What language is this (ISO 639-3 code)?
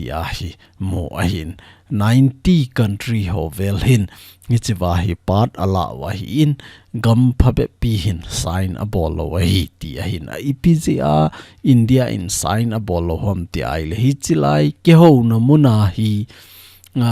tcz